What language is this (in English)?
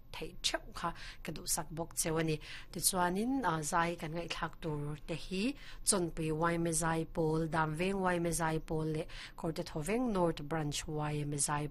Mizo